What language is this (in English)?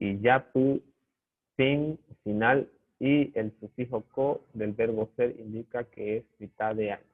Guarani